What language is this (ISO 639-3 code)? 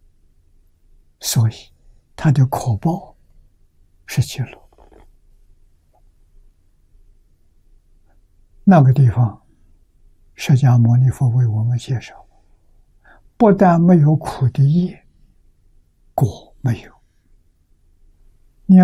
zho